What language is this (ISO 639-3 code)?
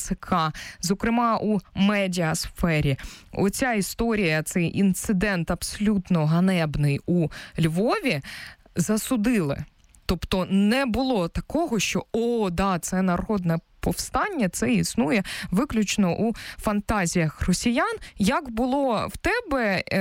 ukr